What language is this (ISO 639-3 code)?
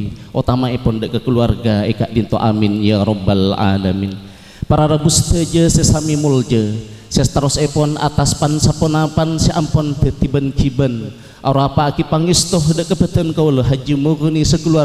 mad